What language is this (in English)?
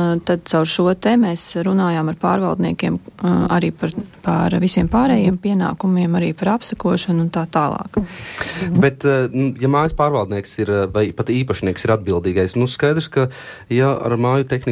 Latvian